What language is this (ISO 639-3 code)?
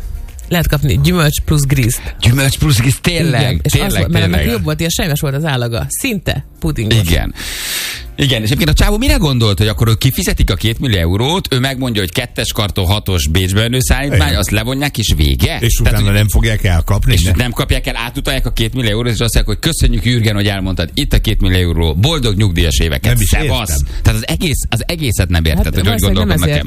hun